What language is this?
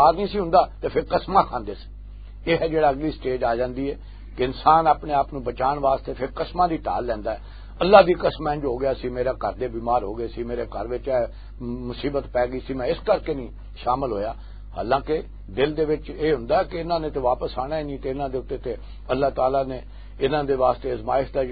Western Panjabi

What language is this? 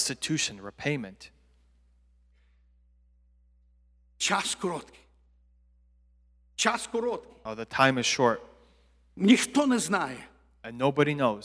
Ukrainian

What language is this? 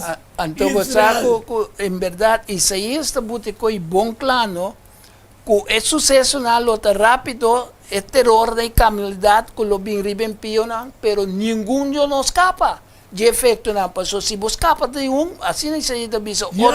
Papiamento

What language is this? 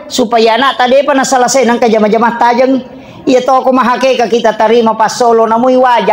Buginese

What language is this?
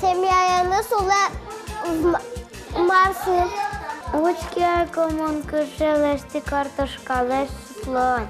Udmurt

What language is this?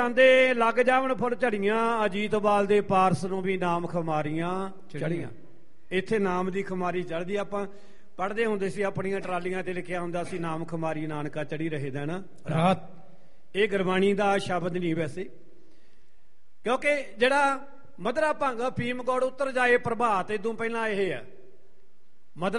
Punjabi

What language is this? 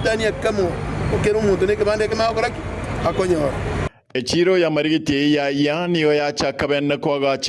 Gusii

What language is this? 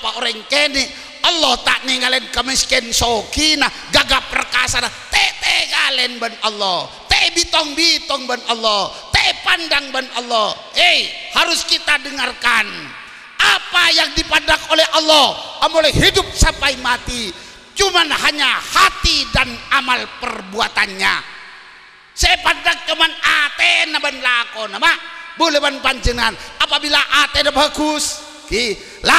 Madurese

